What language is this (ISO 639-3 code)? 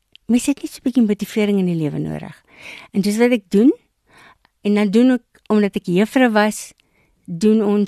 afr